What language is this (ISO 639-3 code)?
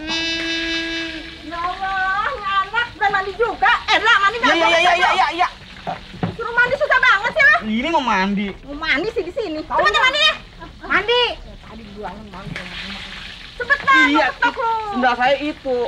bew